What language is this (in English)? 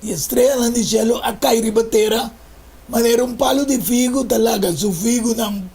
Papiamento